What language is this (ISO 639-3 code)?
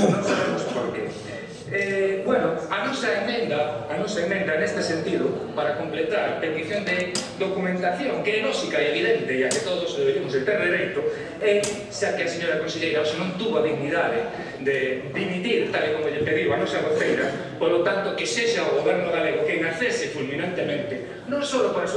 glg